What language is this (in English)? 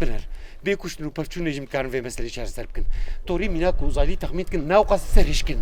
Kurdish